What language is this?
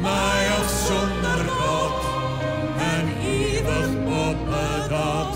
Western Frisian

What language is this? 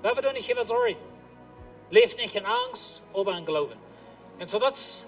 Plautdietsch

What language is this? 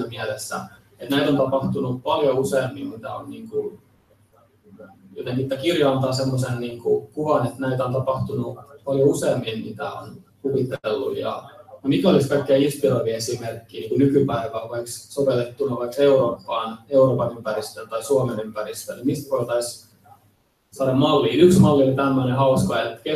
Finnish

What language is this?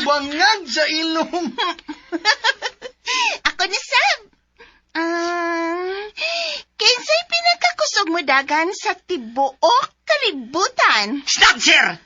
Cebuano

